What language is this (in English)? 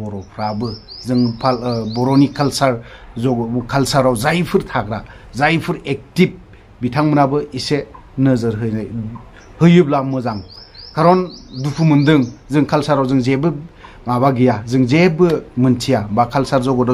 Bodo